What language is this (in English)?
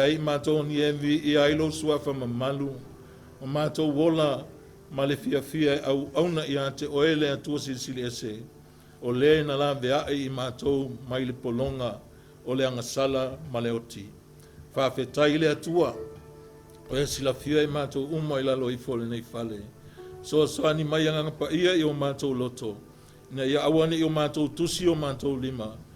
Samoan